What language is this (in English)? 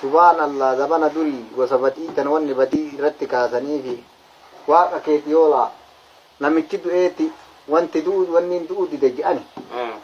Oromo